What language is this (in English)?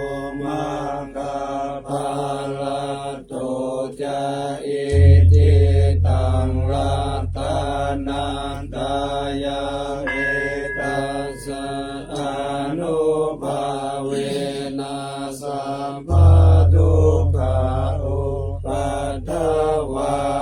Pali